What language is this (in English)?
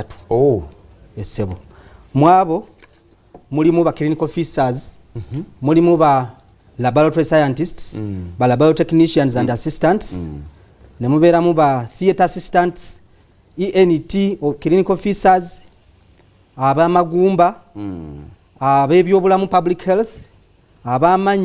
Ganda